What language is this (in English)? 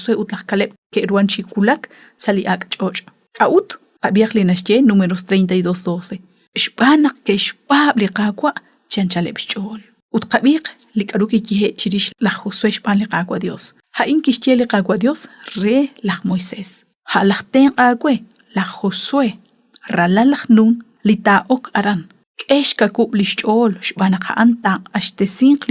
Kekchí